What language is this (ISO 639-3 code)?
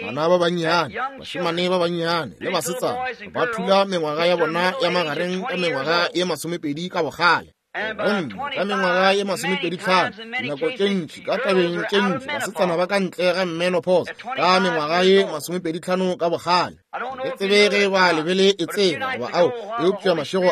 nso